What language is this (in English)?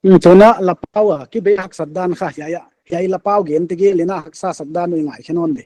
Paite Chin